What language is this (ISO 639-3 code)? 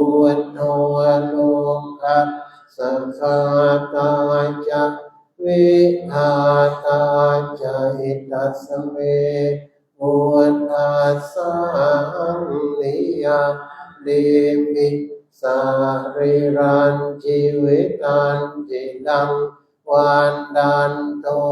pli